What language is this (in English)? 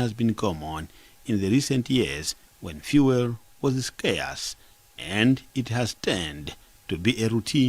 English